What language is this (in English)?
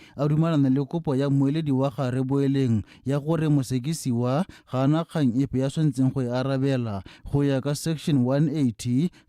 Tswana